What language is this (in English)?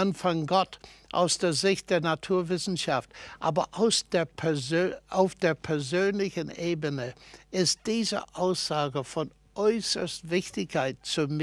German